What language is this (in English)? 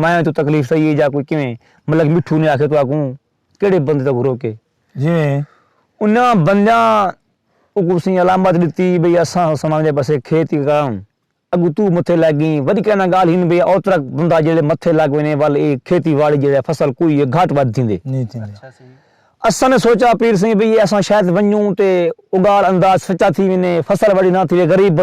Saraiki